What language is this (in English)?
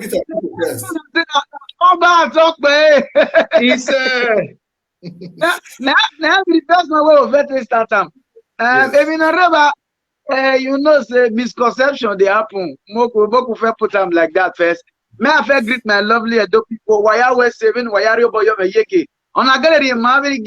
Nigerian Pidgin